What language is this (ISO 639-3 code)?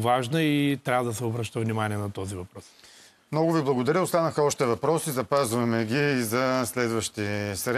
bul